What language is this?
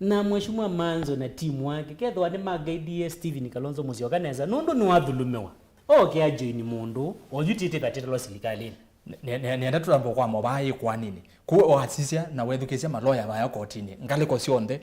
Kamba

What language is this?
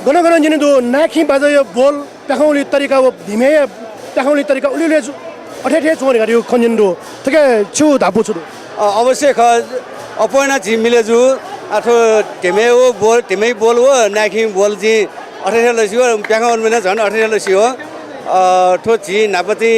Newari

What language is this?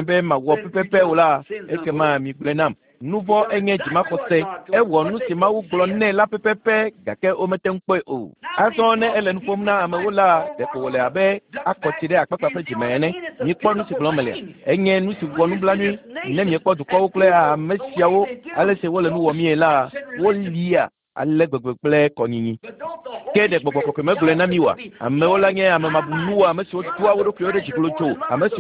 Ewe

